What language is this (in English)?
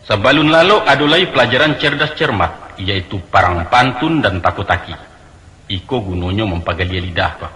Minangkabau